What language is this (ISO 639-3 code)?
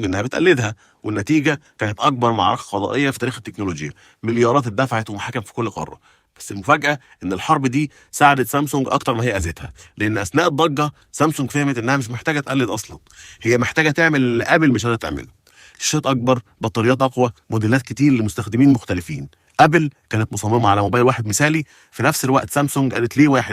arz